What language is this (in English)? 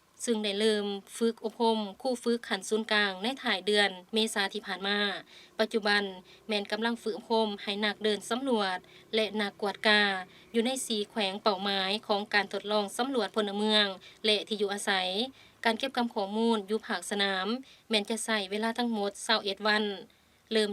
Lao